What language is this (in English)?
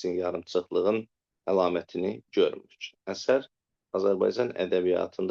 Azerbaijani